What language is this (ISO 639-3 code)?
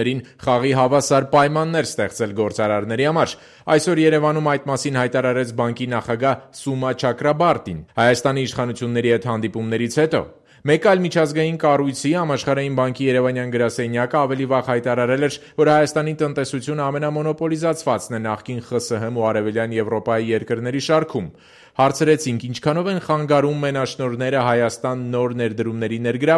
hye